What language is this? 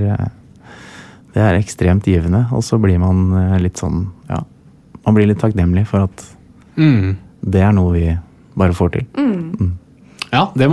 Norwegian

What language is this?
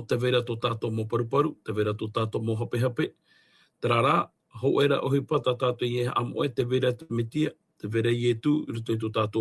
Tahitian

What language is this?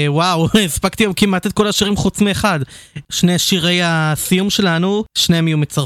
Hebrew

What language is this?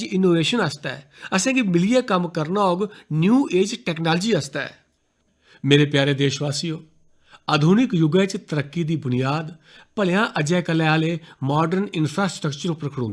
Dogri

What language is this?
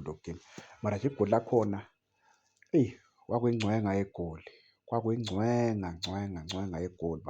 Zulu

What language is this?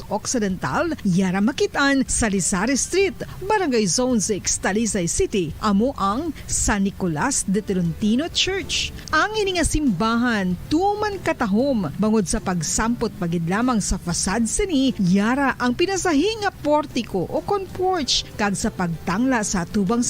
Hiligaynon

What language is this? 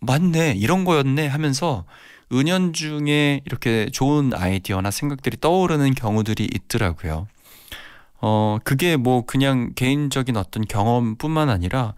Korean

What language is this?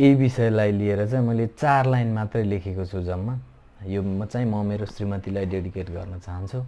Nepali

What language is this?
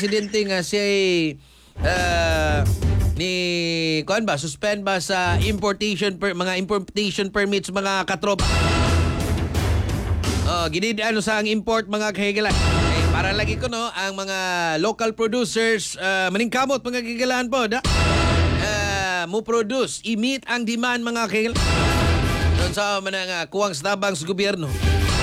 Cebuano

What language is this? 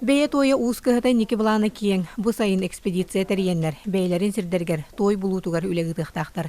Yakut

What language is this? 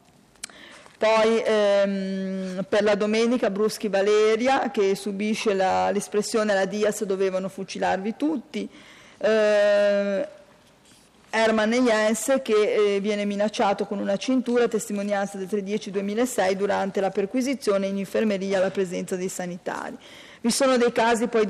Italian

